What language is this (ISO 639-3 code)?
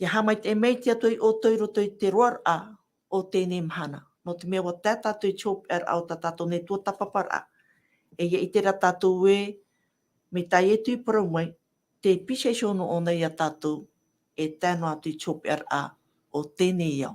tah